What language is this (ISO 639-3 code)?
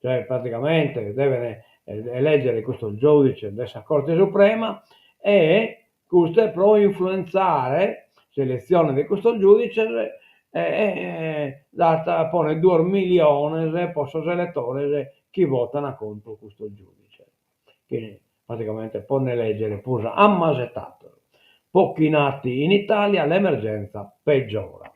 srd